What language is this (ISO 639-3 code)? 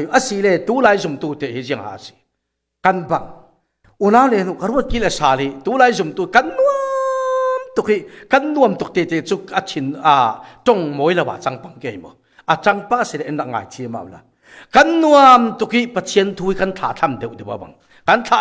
cfm